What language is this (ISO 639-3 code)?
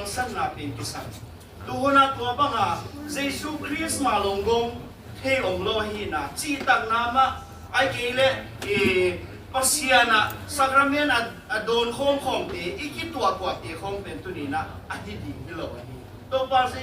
ctd